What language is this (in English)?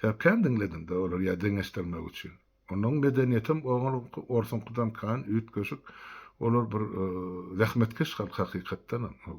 Turkmen